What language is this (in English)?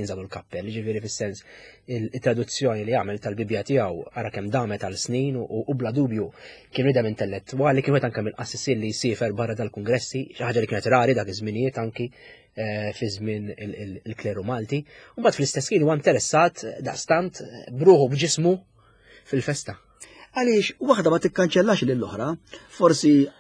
Maltese